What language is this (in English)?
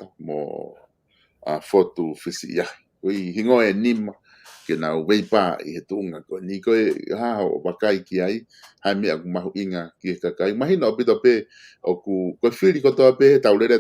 Tongan